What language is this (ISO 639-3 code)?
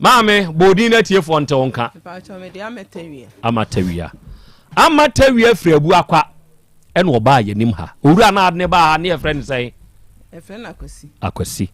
aka